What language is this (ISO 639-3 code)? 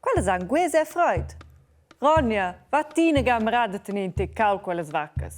roh